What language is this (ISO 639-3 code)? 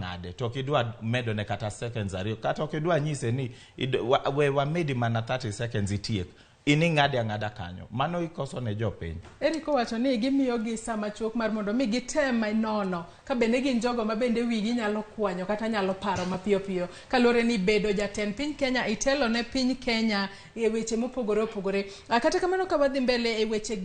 luo